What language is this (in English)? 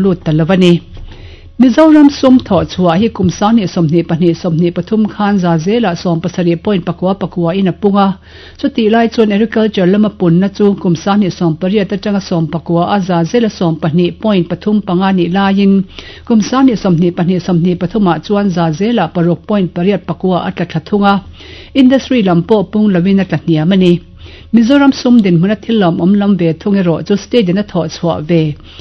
Mizo